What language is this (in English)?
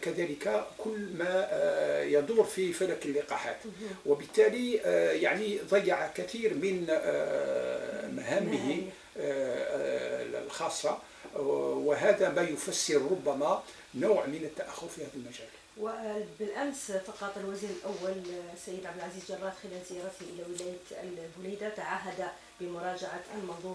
Arabic